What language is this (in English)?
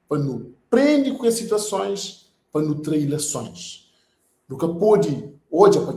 Kabuverdianu